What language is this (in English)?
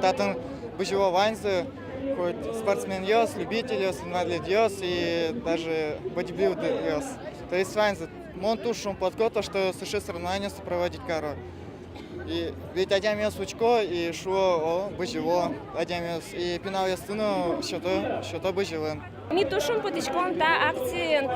Udmurt